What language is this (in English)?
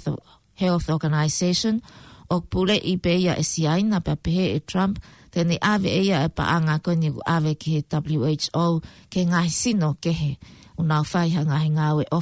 Tongan